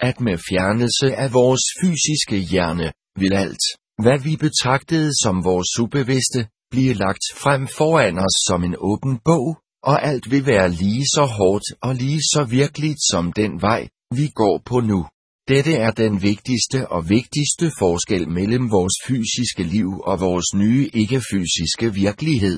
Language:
Danish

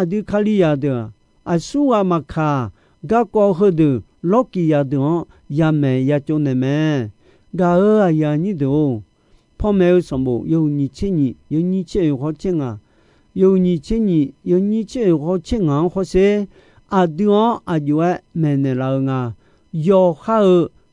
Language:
Akha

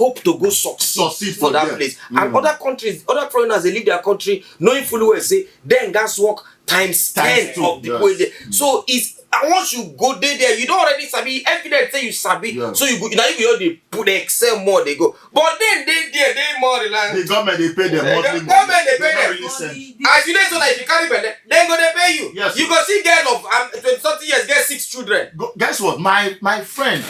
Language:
Nigerian Pidgin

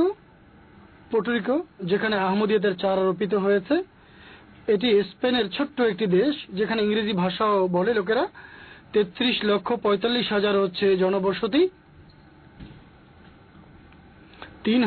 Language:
Bangla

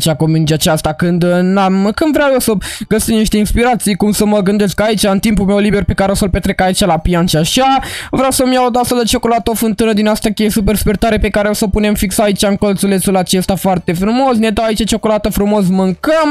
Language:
Romanian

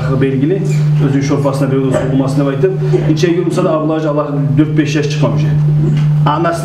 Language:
Kumyk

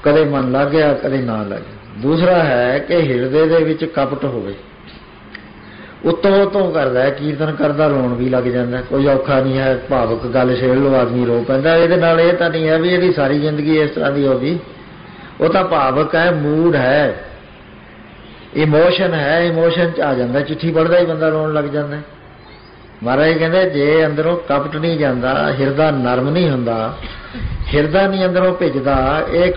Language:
Punjabi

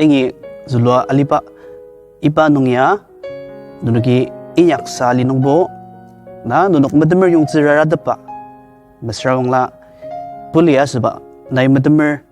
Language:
Ao Naga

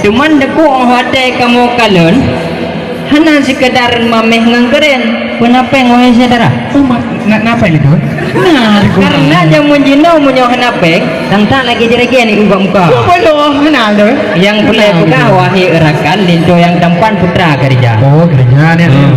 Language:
Achinese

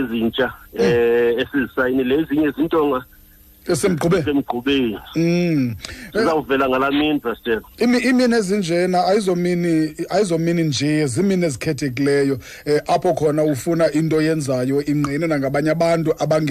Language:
Xhosa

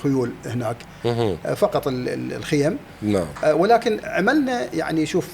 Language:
Mesopotamian Arabic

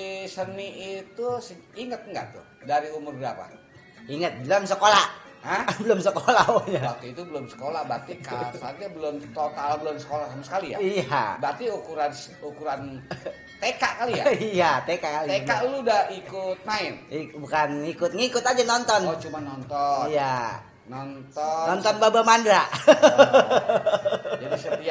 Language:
Betawi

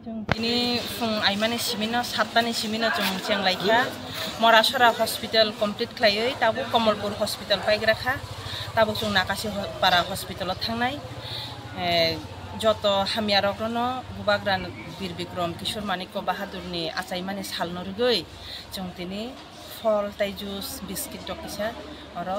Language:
Kok Borok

